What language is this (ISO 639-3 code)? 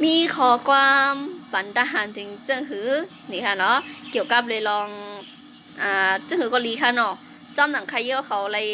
shn